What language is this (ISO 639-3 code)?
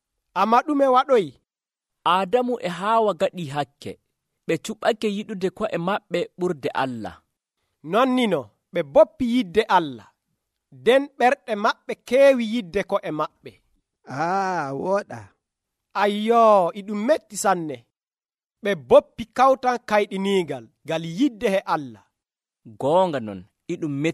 fuv